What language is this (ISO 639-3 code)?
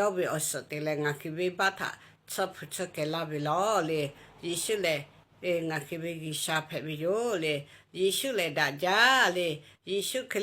lhu